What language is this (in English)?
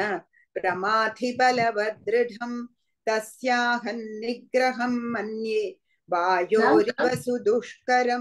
Sanskrit